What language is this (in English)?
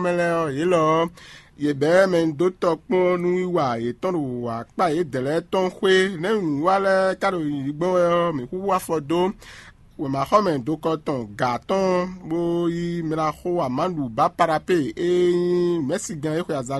Fon